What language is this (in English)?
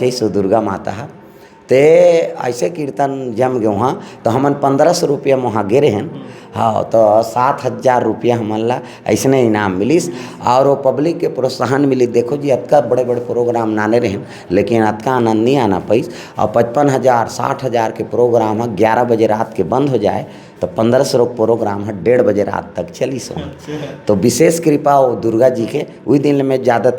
Chhattisgarhi